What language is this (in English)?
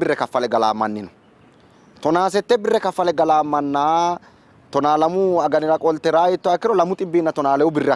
Sidamo